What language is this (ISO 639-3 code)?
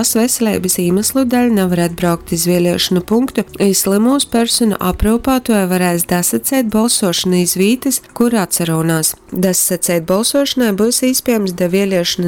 ltg